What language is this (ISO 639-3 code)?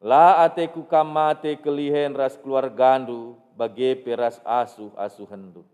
btx